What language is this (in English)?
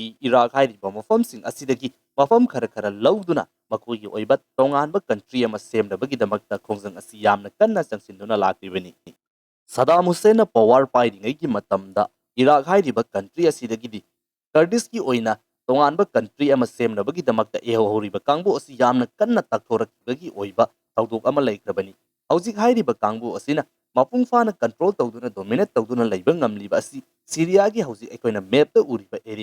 Manipuri